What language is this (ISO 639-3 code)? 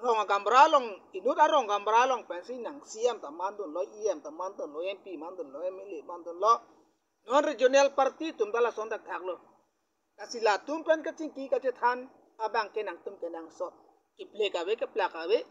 mjw